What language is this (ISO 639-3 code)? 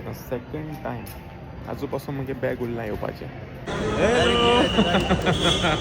kok